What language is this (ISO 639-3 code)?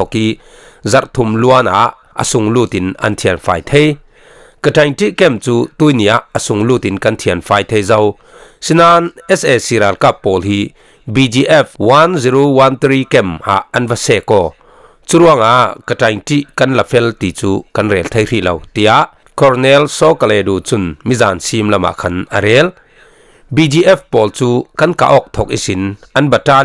cfm